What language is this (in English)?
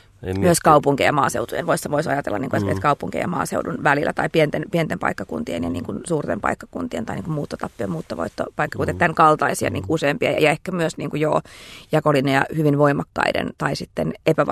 Finnish